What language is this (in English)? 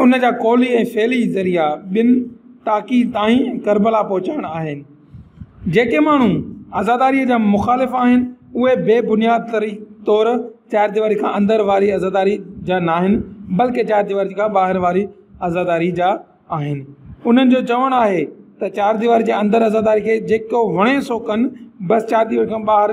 Sindhi